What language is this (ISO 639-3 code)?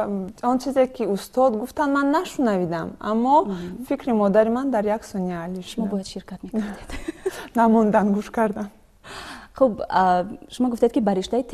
tgk